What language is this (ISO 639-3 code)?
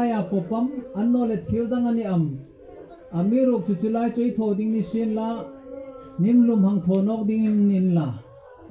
hmr